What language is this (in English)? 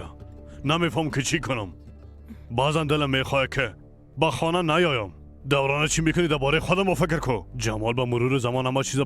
Persian